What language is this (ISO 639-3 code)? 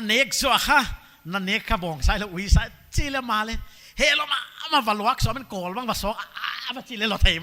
pck